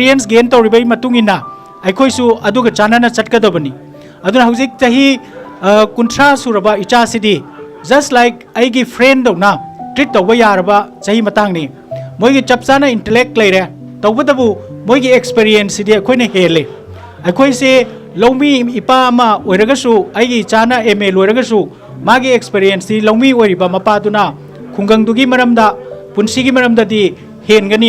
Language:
Manipuri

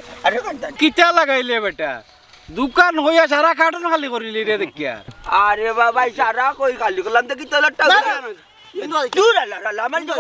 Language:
Sylheti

